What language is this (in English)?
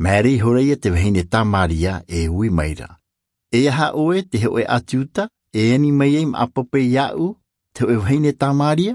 Tahitian